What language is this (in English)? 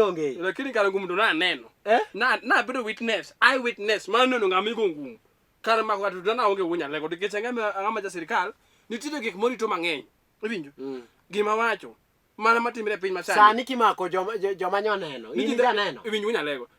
Luo (Kenya and Tanzania)